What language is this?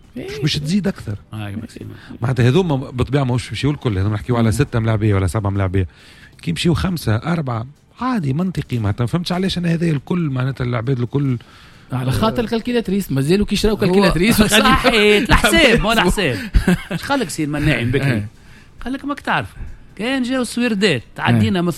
Tunisian Arabic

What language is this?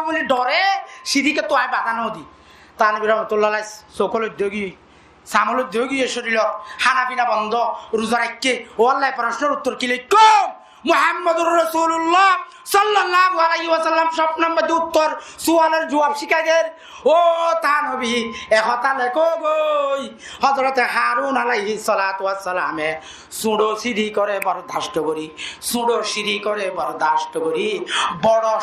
Rohingya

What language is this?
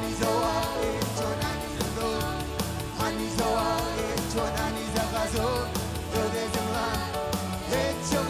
Marshallese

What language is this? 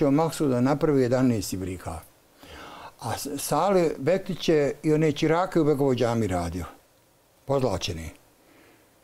Bosnian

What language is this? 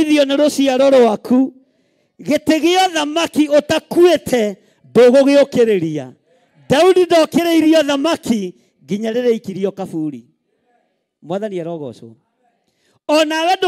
Kikuyu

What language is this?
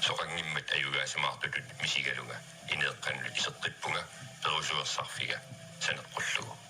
Kalaallisut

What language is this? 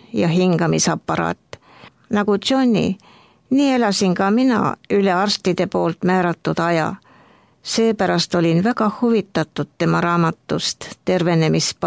Estonian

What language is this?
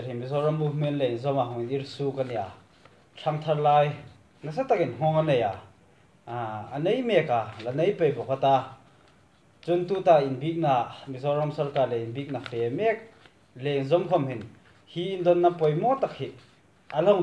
Hmar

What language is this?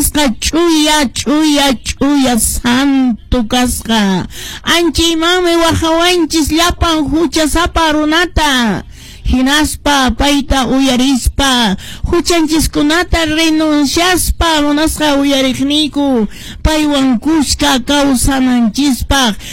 Quechua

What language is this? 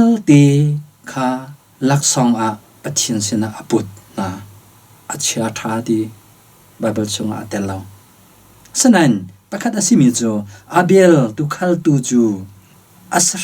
Hakha Chin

